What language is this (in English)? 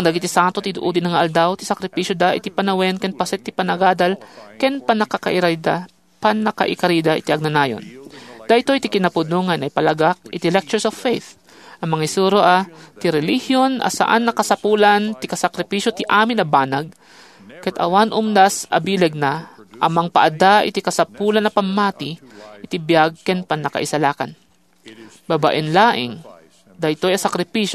Iloko